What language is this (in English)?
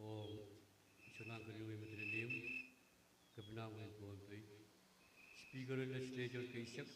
Pohnpeian